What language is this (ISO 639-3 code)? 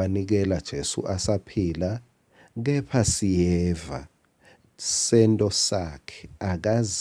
ssw